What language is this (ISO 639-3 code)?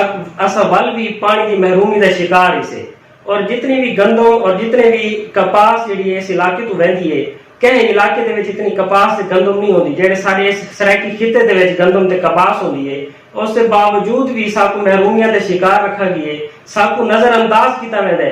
skr